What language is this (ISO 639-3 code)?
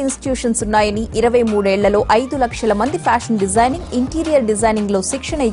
tel